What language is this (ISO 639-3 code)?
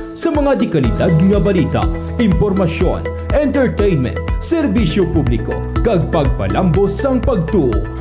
hil